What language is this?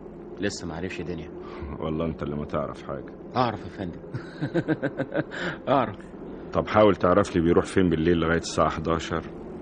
Egyptian Arabic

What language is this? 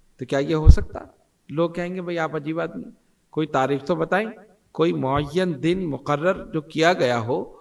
Urdu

